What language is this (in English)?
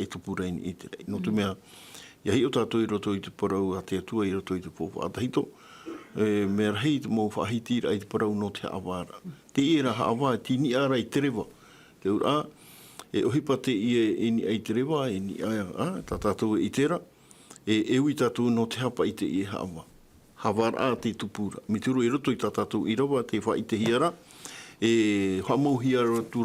Tahitian